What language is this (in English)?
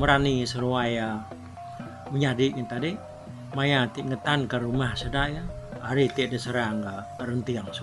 Iban